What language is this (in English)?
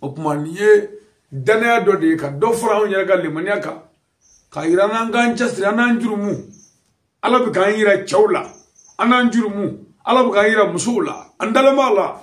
Bambara